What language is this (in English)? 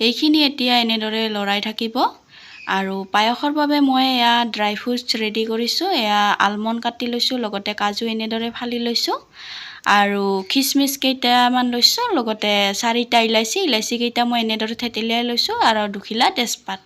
Assamese